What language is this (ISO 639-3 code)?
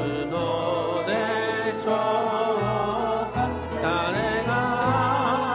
jpn